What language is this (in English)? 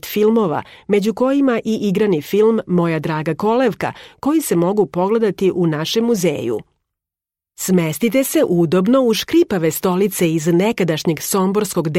Serbian